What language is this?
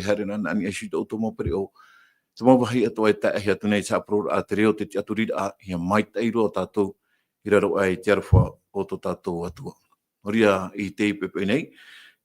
Tahitian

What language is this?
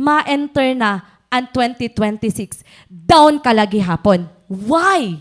Waray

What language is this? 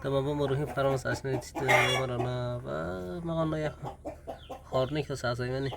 Kok Borok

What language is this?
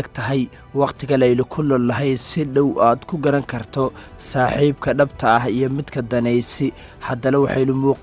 Somali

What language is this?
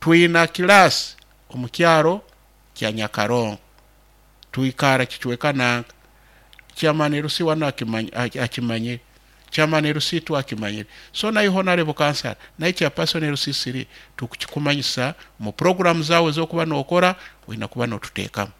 Nyoro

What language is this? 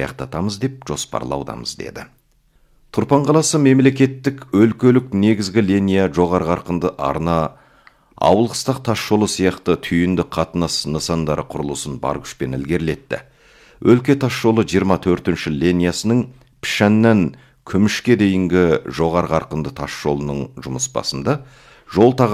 Kazakh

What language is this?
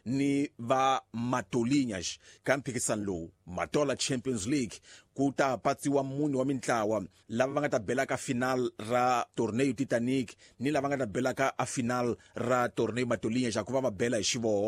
Tsonga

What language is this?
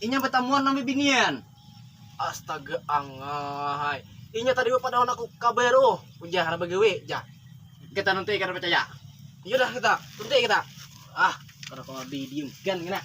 Banjar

